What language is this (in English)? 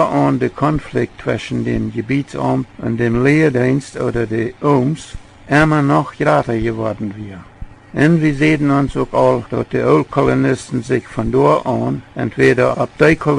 Plautdietsch